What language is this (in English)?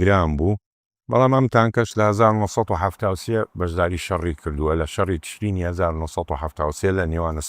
Central Kurdish